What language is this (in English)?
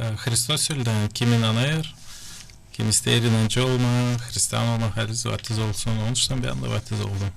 Gagauz